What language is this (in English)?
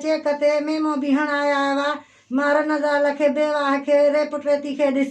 Sindhi